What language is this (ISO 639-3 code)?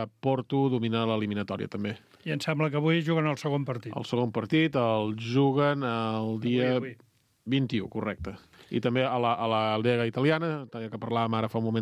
cat